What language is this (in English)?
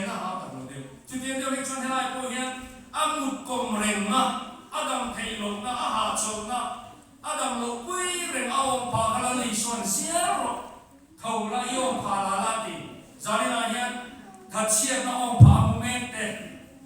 Mizo